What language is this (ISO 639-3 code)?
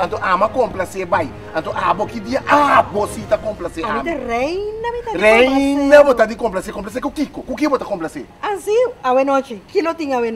pap